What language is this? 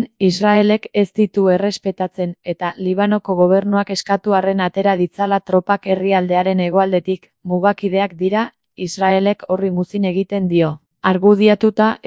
Basque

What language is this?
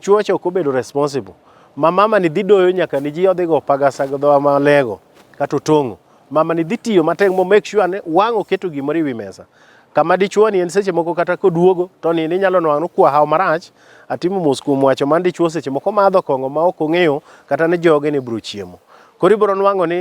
Luo (Kenya and Tanzania)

